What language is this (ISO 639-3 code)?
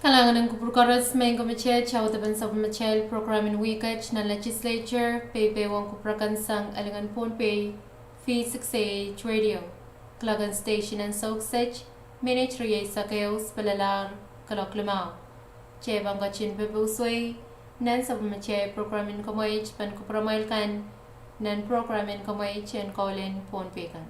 pon